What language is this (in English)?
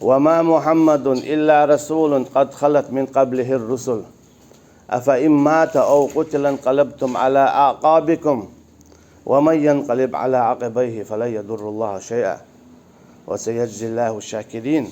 Chechen